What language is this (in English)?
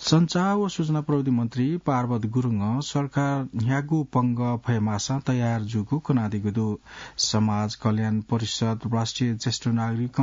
Newari